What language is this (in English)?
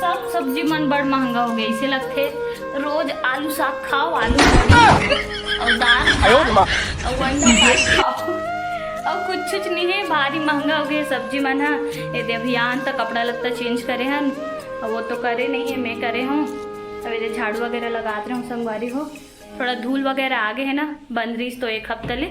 Chhattisgarhi